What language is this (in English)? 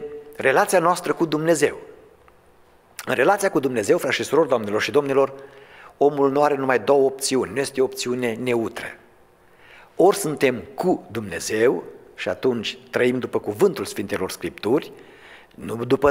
Romanian